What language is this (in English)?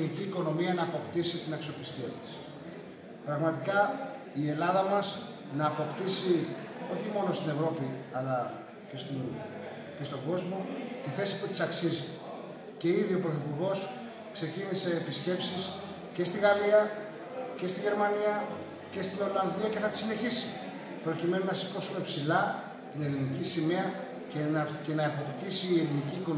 Greek